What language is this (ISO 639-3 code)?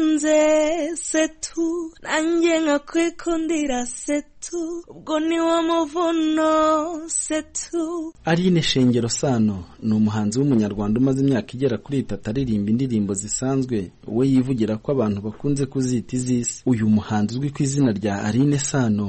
kin